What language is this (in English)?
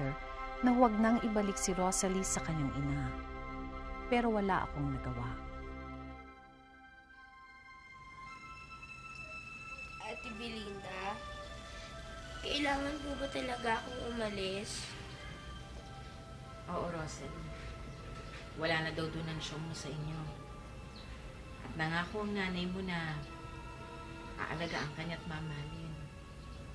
Filipino